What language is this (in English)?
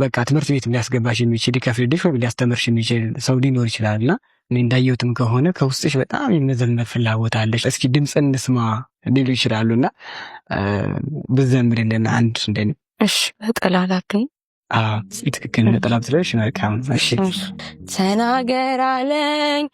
Amharic